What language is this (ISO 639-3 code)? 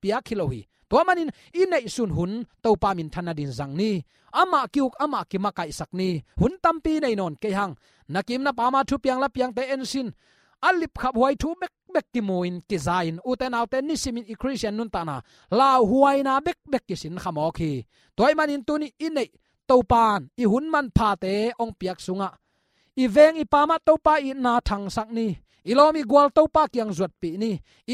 ctd